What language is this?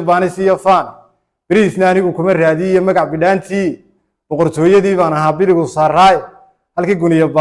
Somali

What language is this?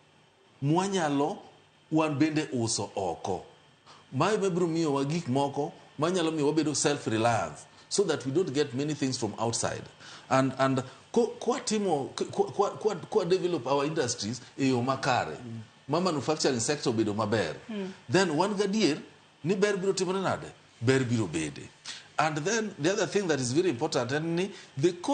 Luo (Kenya and Tanzania)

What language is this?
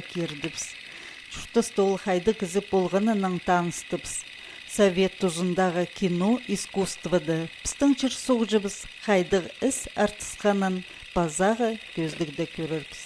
Khakas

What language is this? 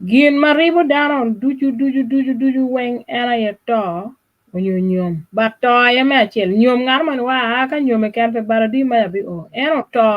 Acoli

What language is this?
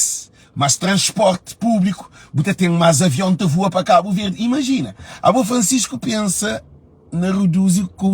Kabuverdianu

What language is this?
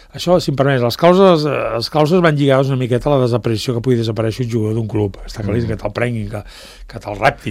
Catalan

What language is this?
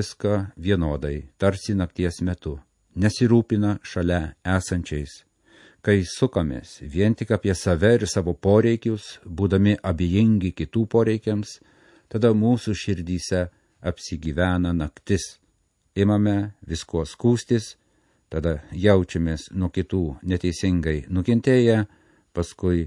Lithuanian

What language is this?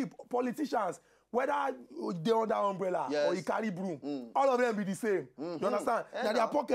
Nigerian Pidgin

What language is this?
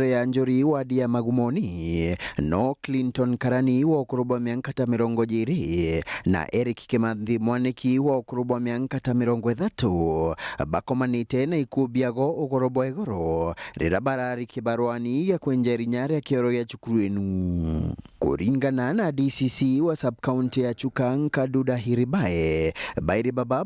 Meru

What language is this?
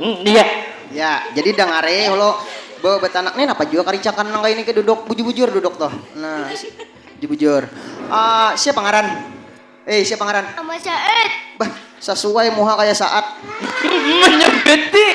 Banjar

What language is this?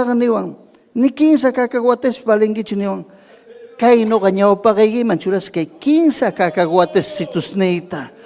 Ayacucho Quechua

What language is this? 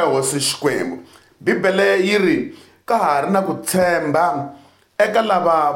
Tsonga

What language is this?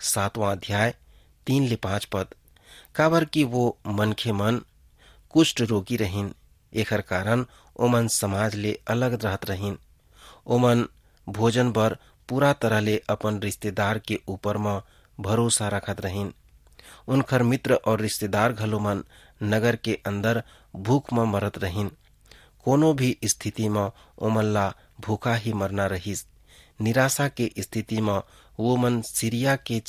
Chhattisgarhi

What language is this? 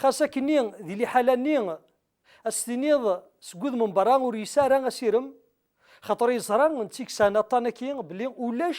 Kabyle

